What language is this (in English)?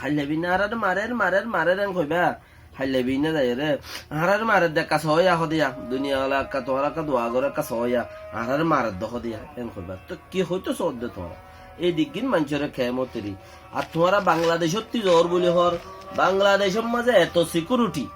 Rohingya